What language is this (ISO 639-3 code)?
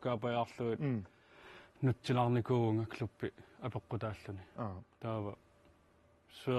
kal